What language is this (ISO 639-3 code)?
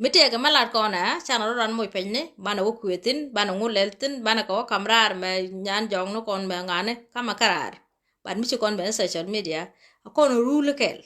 nus